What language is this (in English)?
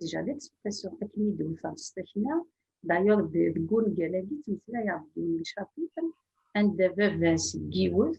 Kabyle